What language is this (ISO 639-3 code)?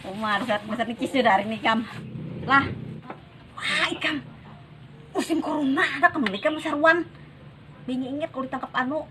bjn